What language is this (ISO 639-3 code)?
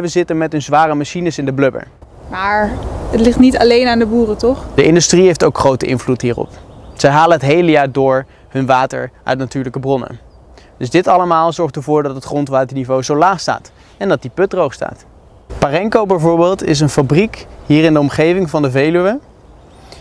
nld